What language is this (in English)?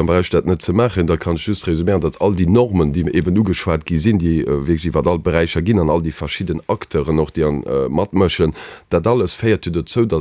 Luxembourgish